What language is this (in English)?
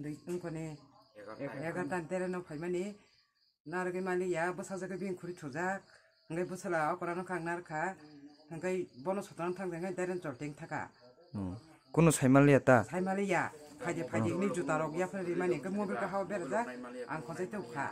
Kok Borok